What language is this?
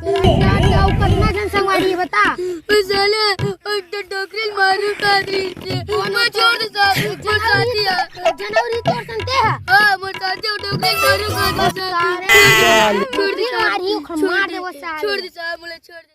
Chhattisgarhi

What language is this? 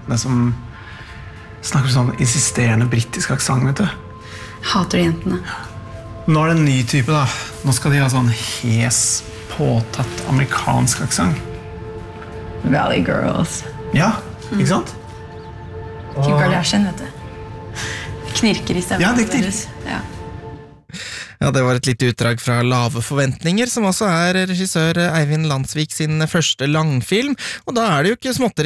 Norwegian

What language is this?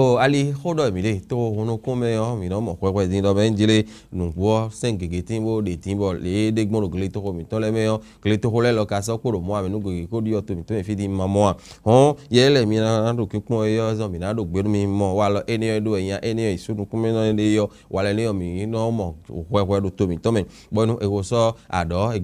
Fon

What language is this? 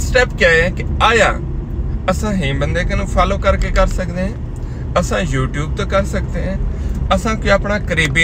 Saraiki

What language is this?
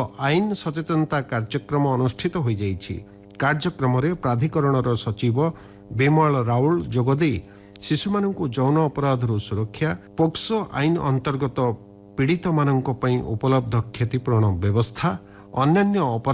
Odia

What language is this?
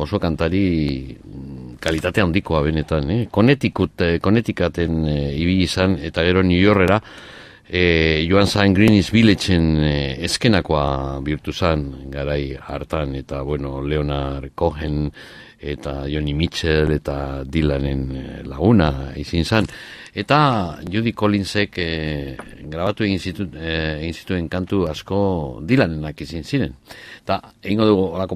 Basque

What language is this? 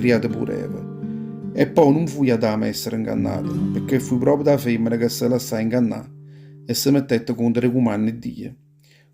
Neapolitan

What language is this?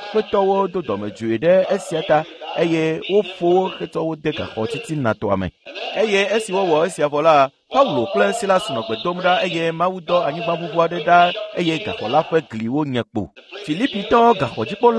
Ewe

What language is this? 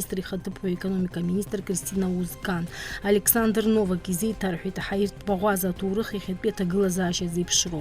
Abkhazian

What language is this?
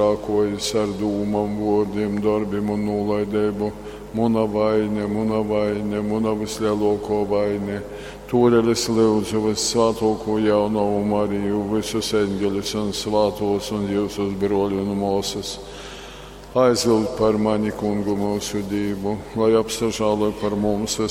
Latgalian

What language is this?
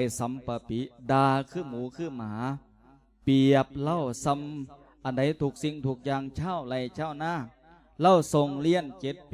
Lao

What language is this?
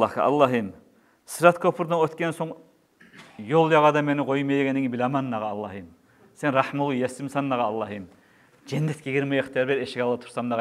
Kumyk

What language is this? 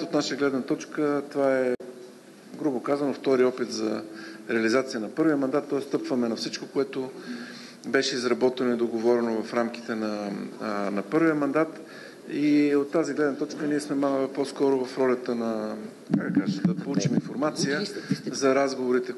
Bulgarian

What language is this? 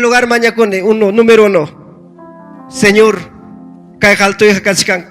Ayacucho Quechua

